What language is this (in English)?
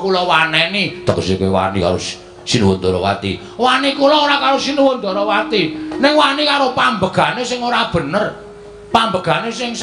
Javanese